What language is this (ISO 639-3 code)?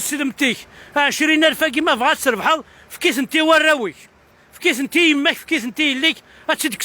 kab